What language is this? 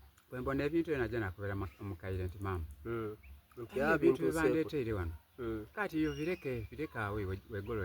Soga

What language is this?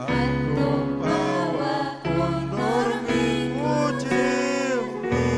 Ayacucho Quechua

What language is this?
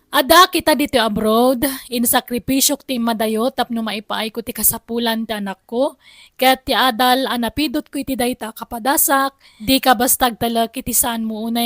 Iloko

